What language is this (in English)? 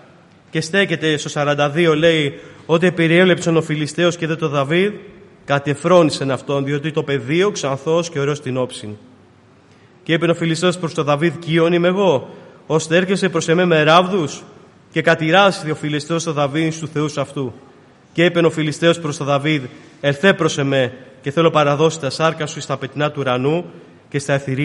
Greek